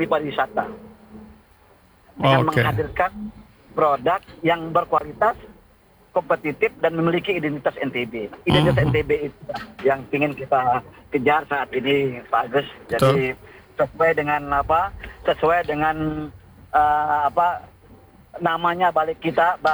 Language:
Indonesian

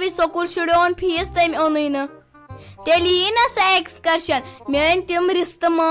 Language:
Kashmiri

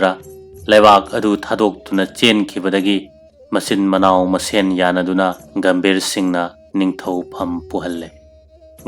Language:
Manipuri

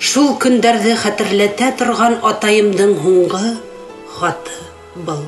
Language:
Bashkir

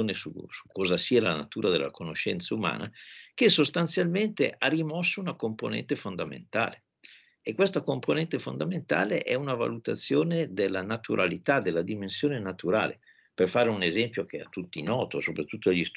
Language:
Italian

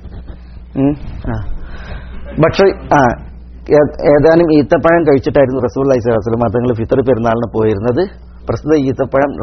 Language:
Malayalam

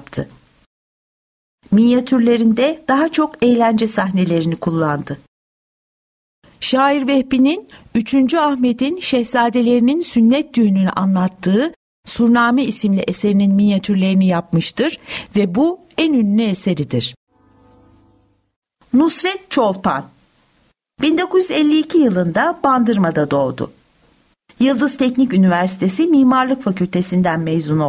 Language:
Turkish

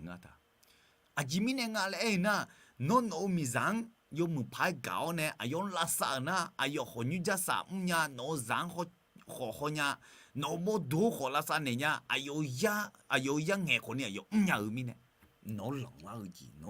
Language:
Akha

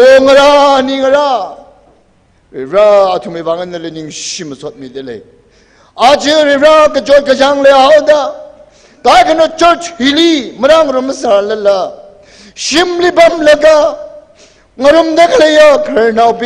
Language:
Tangkhul Naga (India)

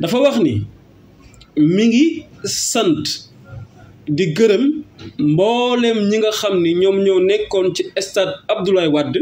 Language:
Wolof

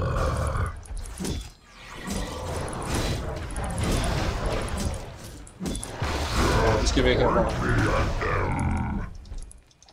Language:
Danish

